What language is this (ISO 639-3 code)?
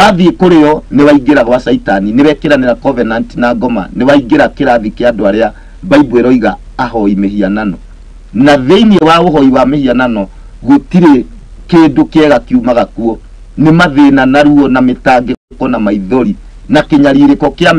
kik